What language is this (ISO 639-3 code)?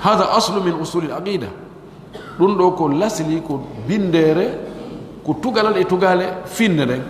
fuf